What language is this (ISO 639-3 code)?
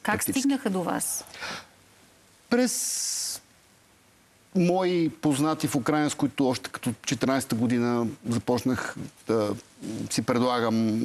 bul